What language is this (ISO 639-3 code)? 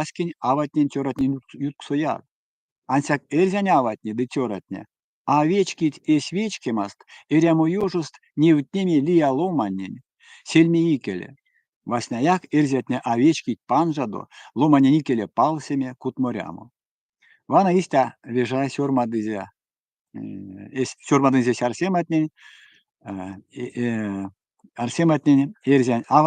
myv